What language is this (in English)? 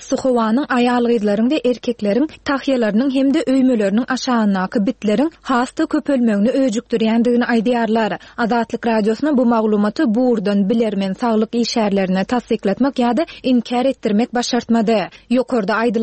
Turkmen